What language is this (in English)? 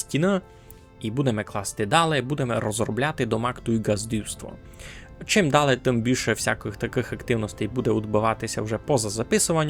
Rusyn